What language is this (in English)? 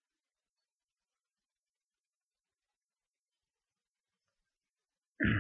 Finnish